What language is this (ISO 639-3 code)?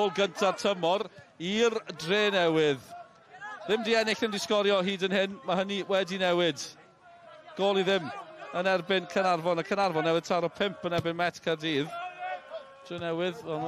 cym